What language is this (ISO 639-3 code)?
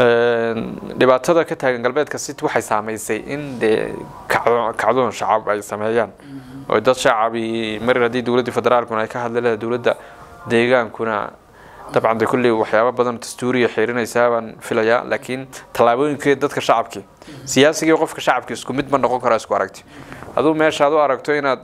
som